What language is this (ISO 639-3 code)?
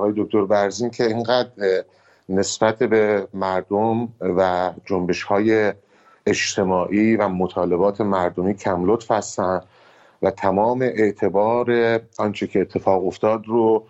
fas